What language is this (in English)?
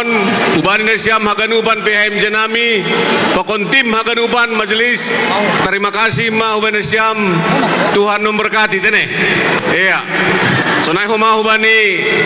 Batak Simalungun